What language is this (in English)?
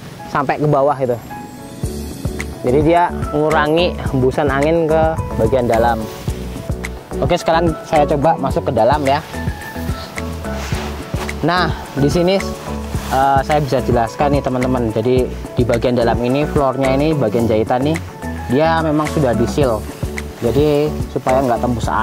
Indonesian